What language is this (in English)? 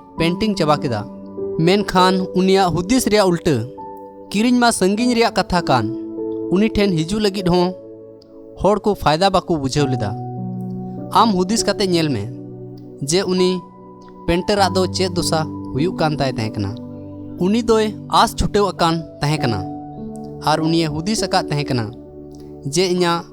Santali